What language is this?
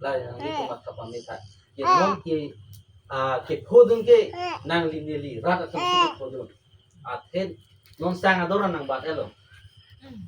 Karbi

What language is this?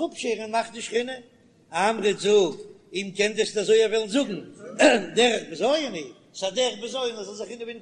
Yiddish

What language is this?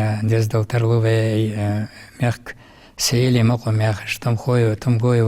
Ingush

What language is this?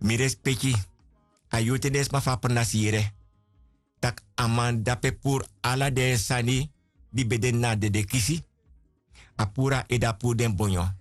Sranan Tongo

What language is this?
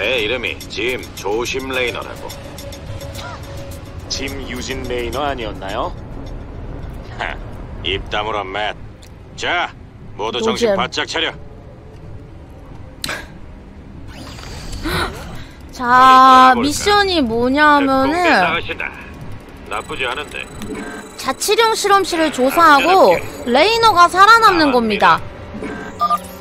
Korean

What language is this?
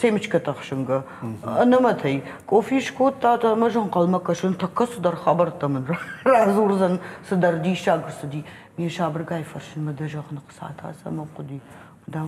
Ossetic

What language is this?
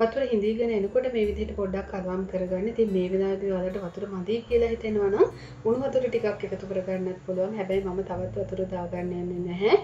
Sinhala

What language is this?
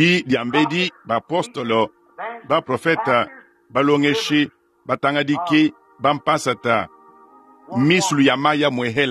Luba-Lulua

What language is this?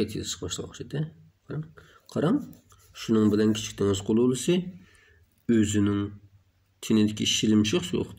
Uyghur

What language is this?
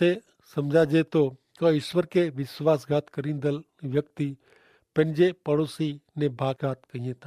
Kachhi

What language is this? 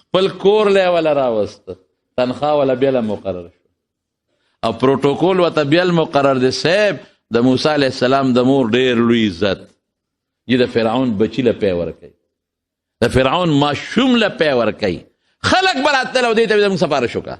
Pashto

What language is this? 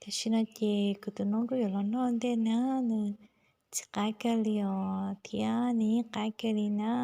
Hmong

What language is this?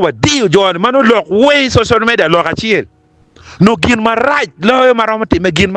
Acoli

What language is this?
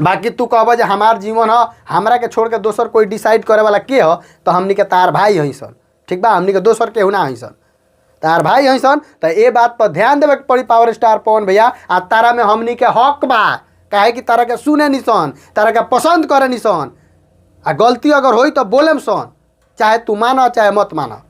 Bhojpuri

